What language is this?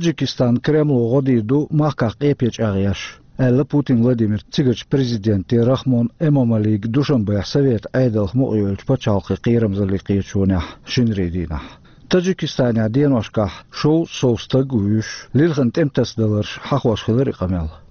Chechen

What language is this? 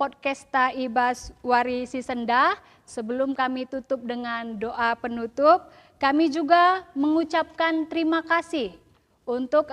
Batak Karo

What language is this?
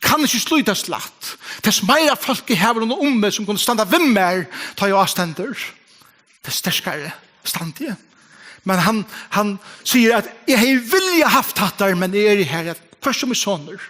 Faroese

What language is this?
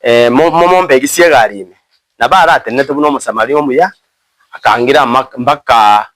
Gusii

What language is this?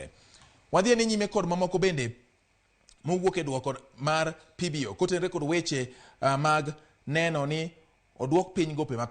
Luo (Kenya and Tanzania)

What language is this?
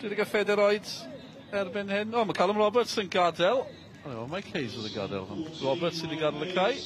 Welsh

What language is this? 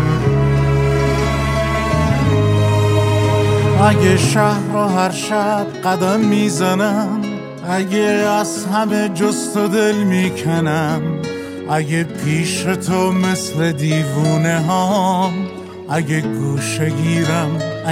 Persian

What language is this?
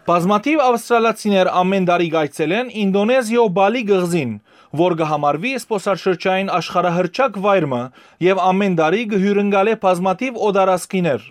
Western Armenian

